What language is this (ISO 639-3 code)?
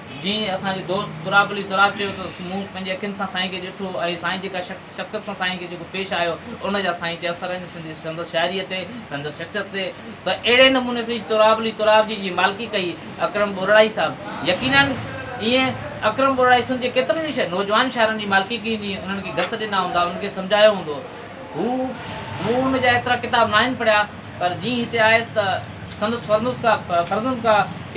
snd